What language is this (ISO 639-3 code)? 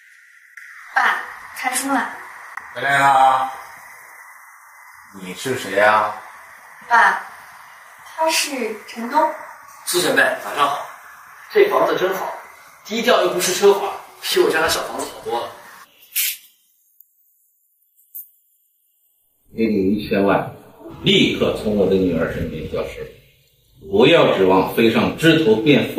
zho